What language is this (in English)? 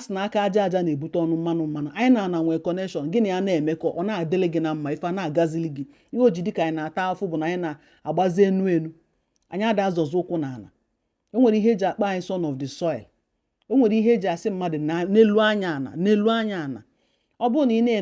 Igbo